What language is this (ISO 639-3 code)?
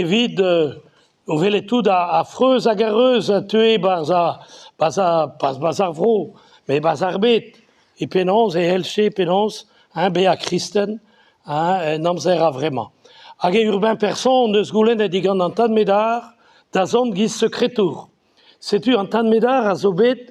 bre